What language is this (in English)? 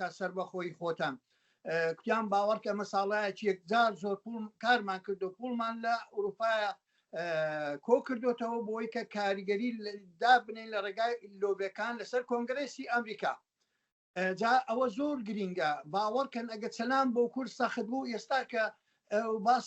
Central Kurdish